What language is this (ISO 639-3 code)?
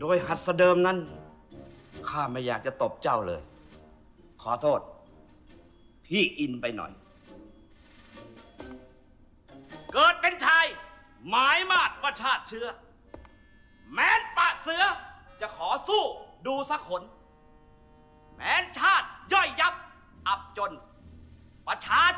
tha